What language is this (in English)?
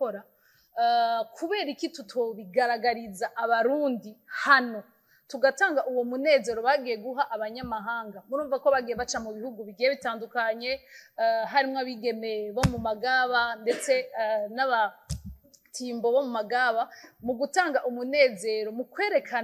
Rundi